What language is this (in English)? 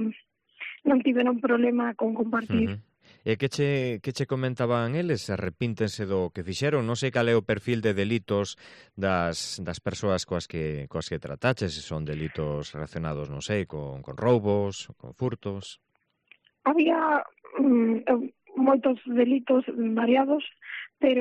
Galician